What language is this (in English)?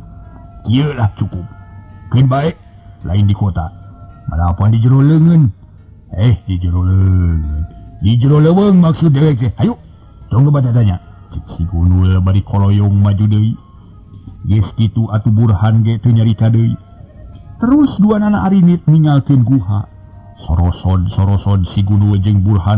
Sundanese